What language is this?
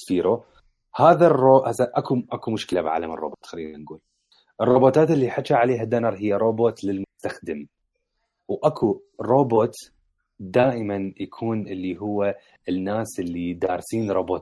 Mesopotamian Arabic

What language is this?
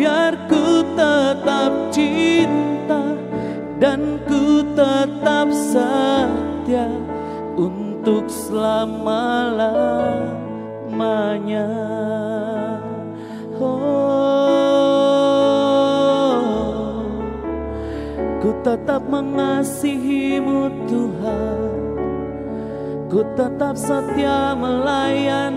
Indonesian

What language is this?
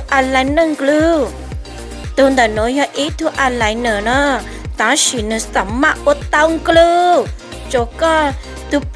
Hmong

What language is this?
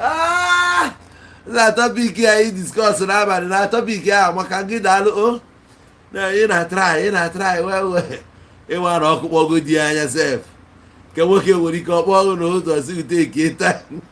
Igbo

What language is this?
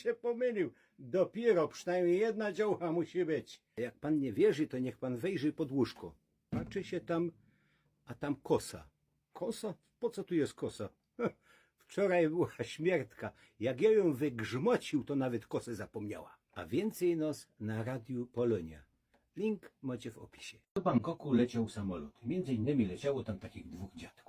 Silesian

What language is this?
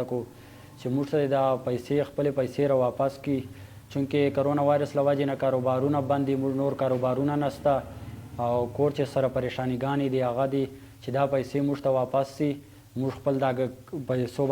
Pashto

